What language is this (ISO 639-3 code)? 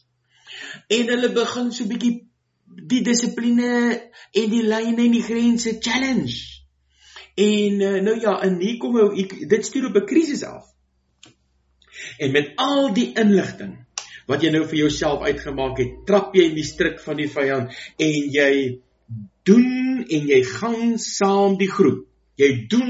afr